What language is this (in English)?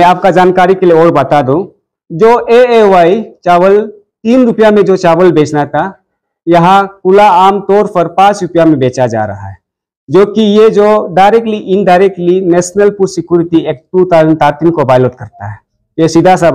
Hindi